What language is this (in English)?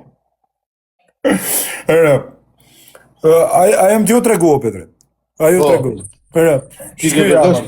Albanian